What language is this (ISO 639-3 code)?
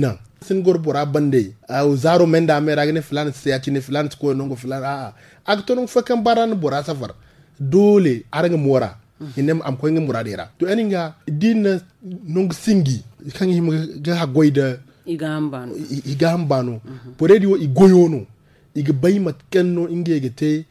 dje